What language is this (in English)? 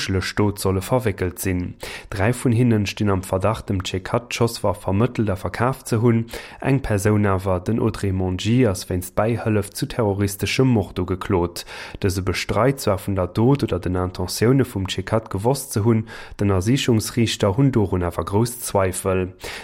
Luxembourgish